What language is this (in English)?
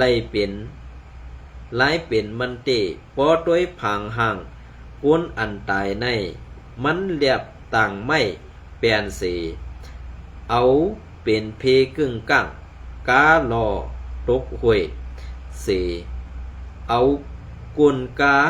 Shan